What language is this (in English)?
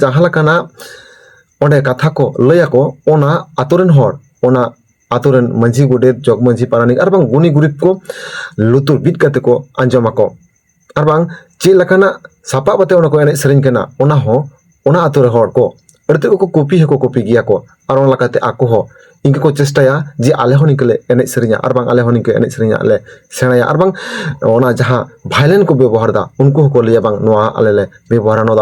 Santali